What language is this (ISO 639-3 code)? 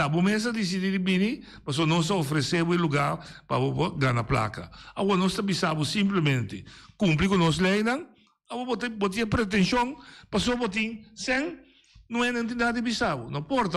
pap